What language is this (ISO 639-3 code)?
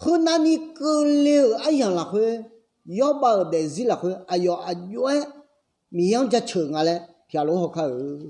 ahk